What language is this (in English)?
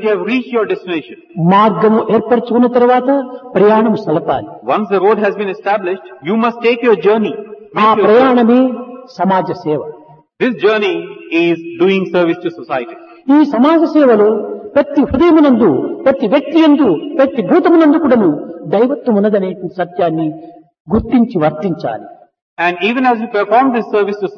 Telugu